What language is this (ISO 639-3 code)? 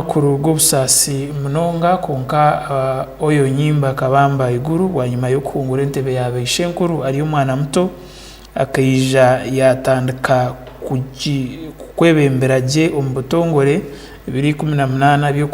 ttj